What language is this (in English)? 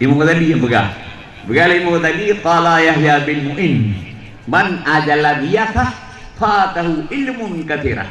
Achinese